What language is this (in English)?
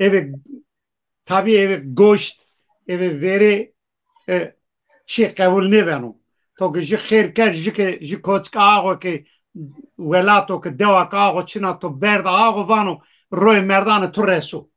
Zaza